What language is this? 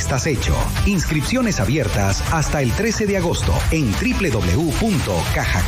Spanish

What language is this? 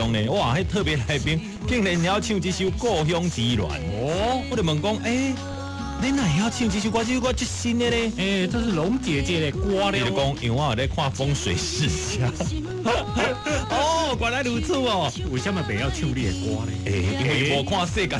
Min Nan Chinese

